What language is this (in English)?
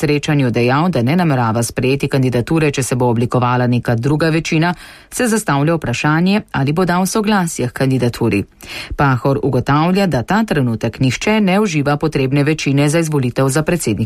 Slovenian